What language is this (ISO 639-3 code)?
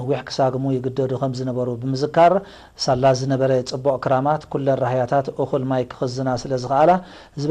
tir